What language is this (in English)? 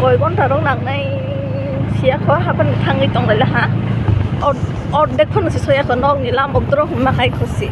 Kok Borok